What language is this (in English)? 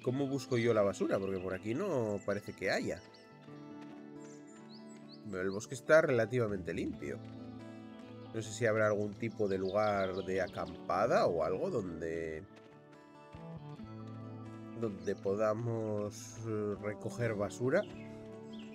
Spanish